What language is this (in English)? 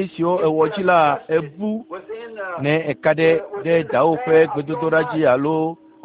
Ewe